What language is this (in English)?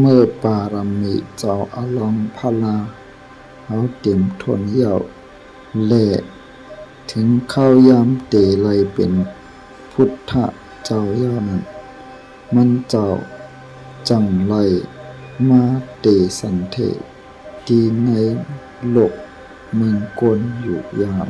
Shan